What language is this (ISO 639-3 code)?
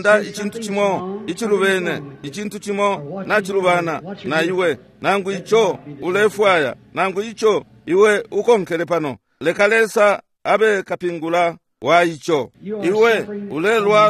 bem